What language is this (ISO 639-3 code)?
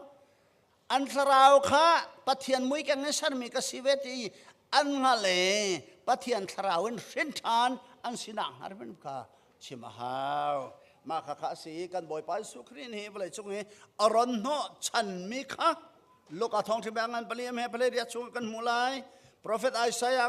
cnh